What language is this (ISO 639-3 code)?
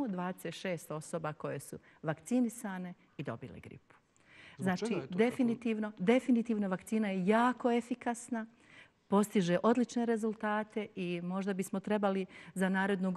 bos